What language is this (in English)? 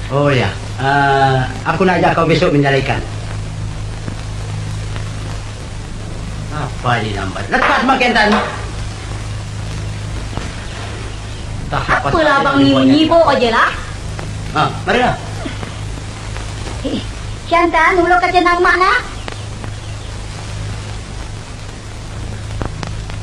Malay